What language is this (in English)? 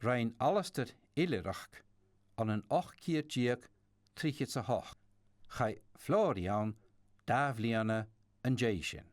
Scottish Gaelic